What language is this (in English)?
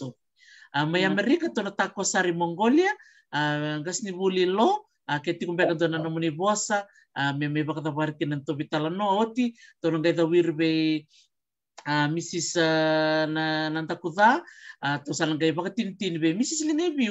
Fijian